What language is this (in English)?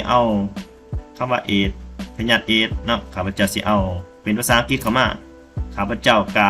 Lao